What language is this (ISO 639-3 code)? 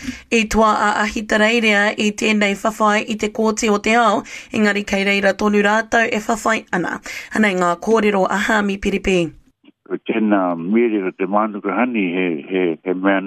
mri